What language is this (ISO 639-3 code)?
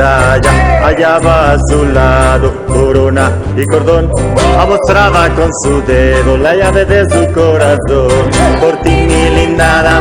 lad